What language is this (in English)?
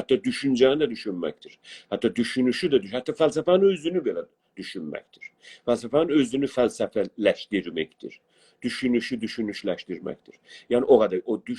South Azerbaijani